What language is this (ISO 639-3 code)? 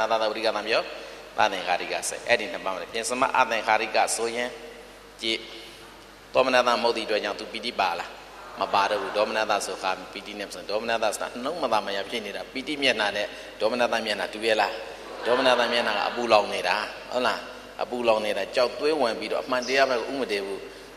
mya